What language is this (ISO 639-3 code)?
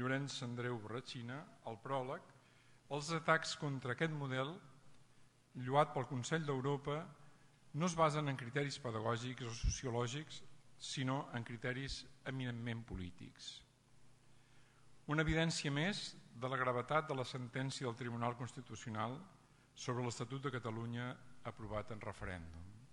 cat